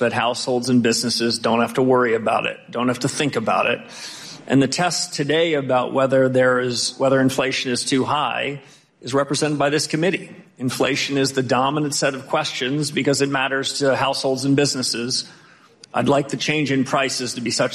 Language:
English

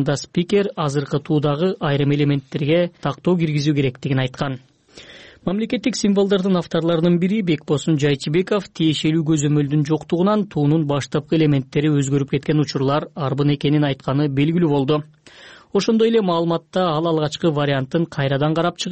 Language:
Kyrgyz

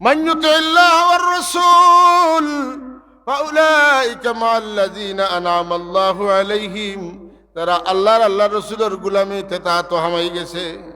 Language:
Sylheti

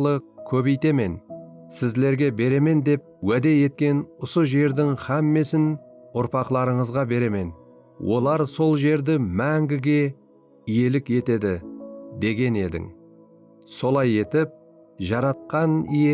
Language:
Kara-Kalpak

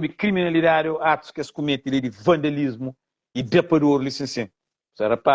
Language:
Kabuverdianu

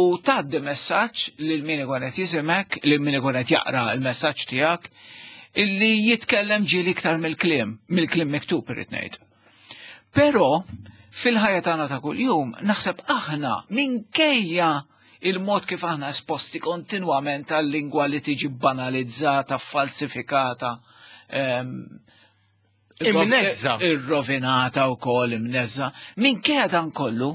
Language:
Maltese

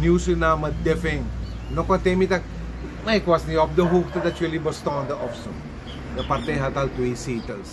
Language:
Sranan Tongo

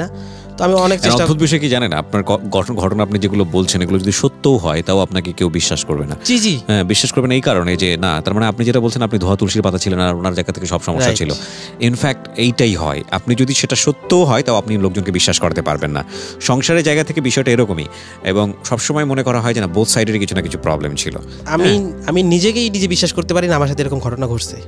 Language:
Bangla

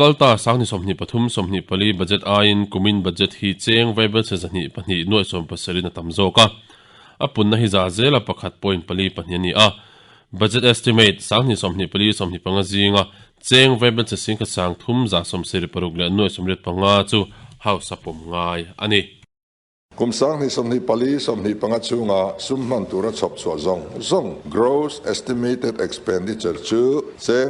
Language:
Mizo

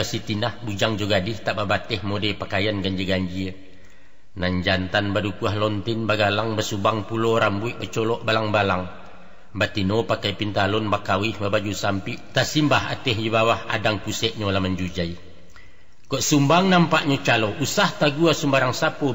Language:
Minangkabau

